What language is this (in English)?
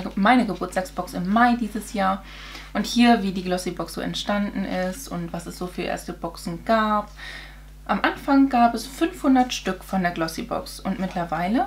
German